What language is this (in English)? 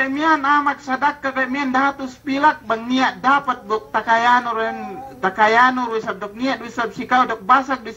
Yakan